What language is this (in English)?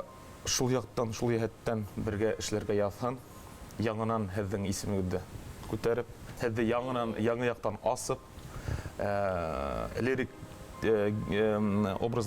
Bashkir